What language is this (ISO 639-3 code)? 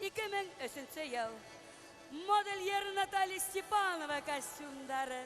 bak